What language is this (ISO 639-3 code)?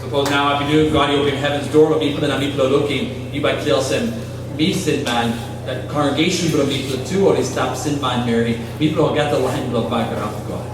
tpi